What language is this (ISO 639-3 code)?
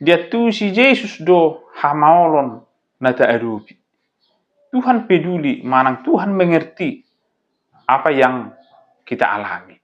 bbc